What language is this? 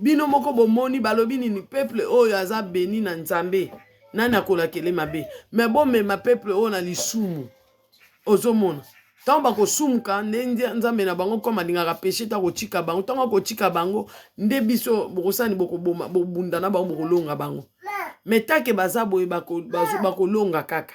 Lingala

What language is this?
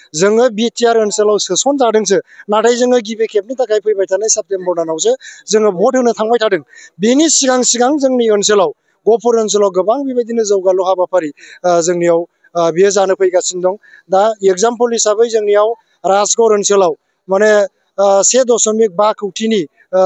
Bodo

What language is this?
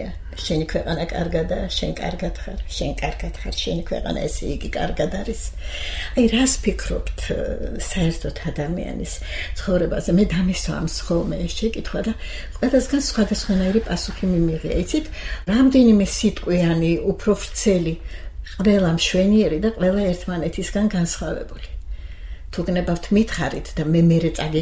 Georgian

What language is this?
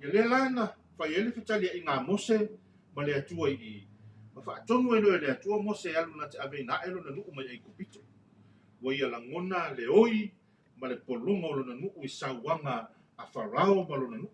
Samoan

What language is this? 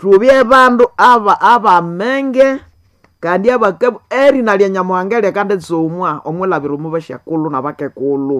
Nande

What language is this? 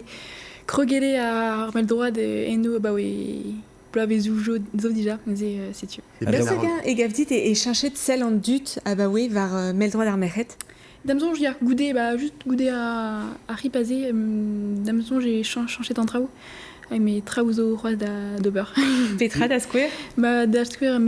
Breton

